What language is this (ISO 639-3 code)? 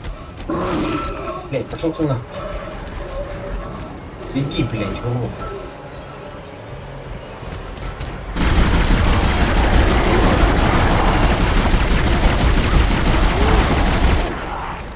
rus